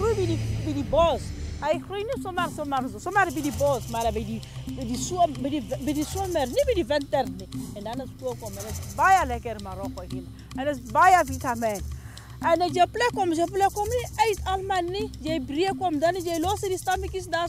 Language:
Afrikaans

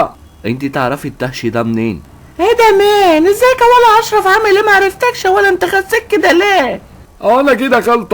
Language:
Egyptian Arabic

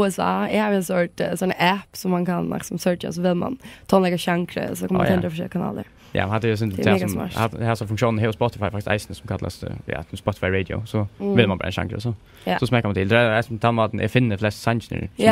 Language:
Faroese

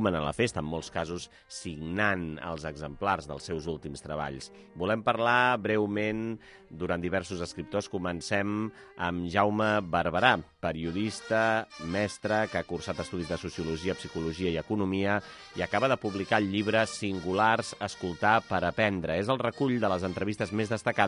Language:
Catalan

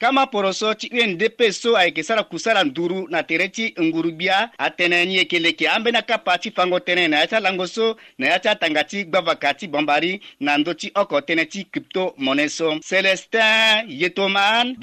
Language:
Sango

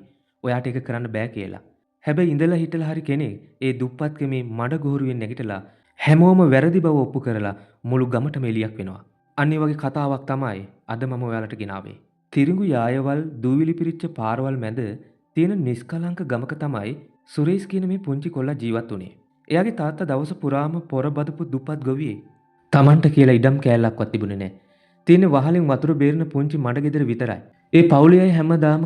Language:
Sinhala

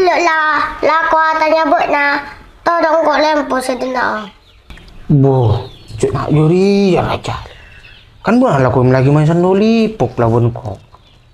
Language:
Madurese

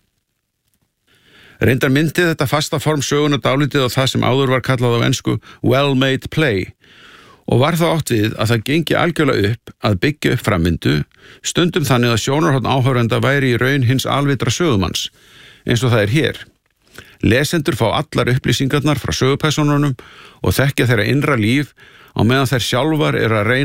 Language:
Icelandic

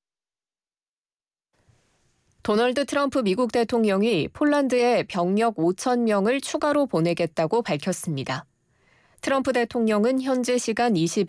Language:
Korean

